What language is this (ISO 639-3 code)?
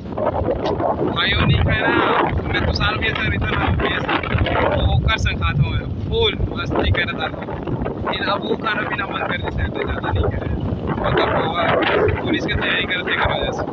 hne